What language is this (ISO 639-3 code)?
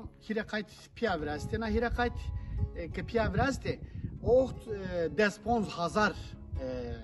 zza